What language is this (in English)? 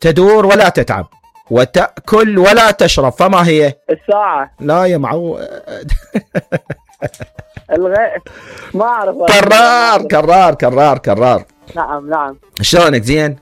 Mesopotamian Arabic